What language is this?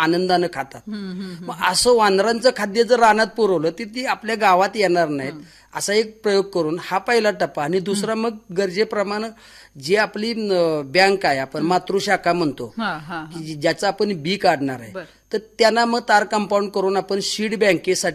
Marathi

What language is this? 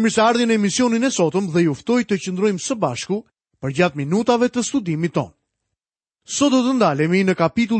Albanian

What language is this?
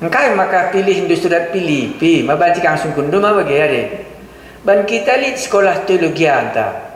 Batak Karo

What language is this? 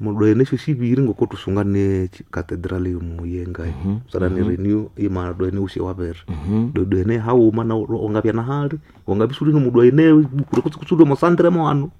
Nande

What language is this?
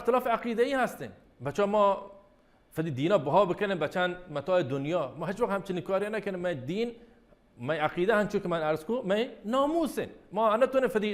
Baluchi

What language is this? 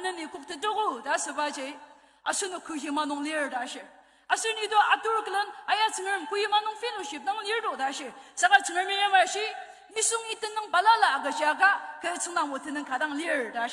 Ao Naga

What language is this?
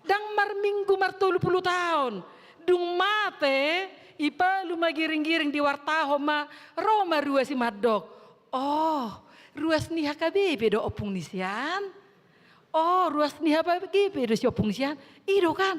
Batak Toba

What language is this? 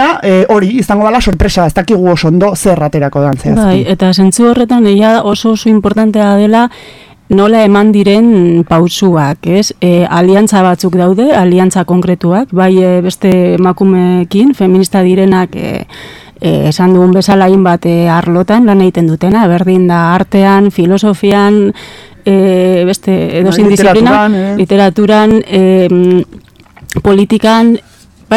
Basque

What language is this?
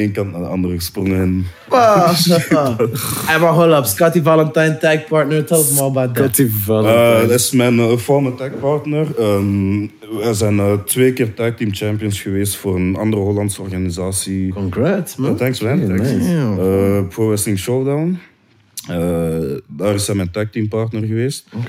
Dutch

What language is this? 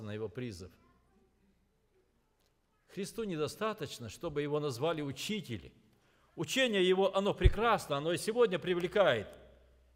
Russian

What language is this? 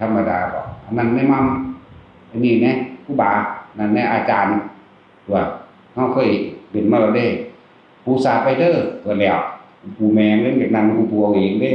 Northeastern Thai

